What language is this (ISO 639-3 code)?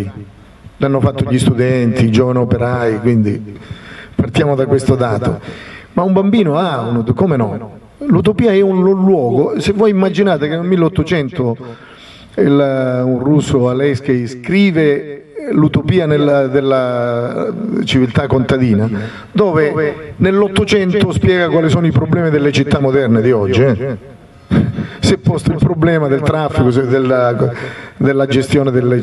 ita